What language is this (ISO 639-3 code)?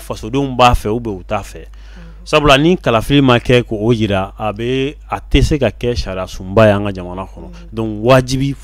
bam